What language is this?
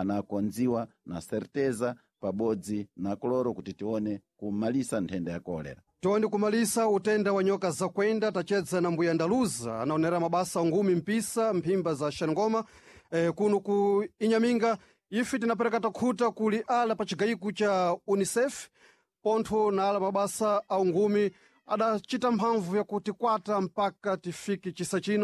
Sena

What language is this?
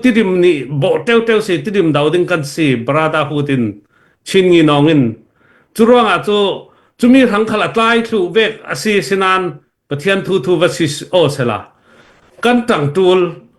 Hakha Chin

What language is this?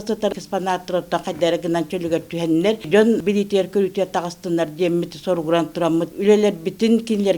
Yakut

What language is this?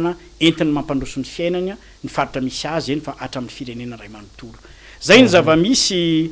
Malagasy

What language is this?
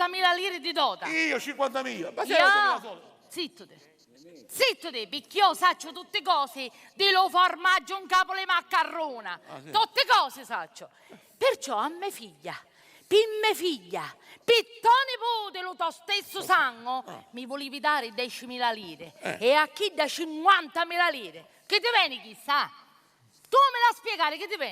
Sicilian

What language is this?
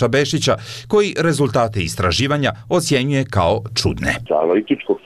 Bosnian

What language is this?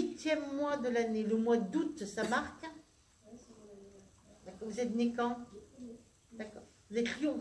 French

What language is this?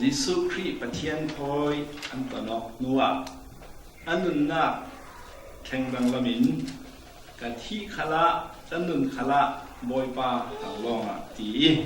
Falam Chin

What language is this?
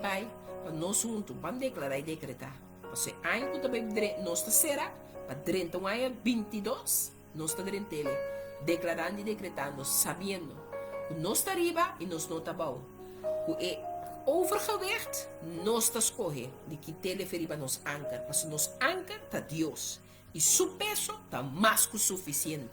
Papiamento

